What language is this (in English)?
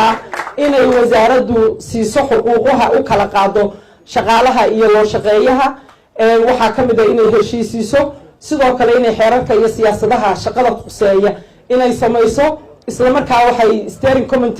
Somali